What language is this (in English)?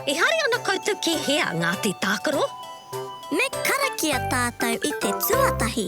Māori